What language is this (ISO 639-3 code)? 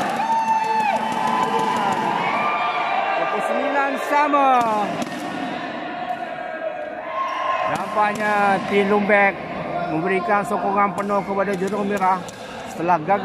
msa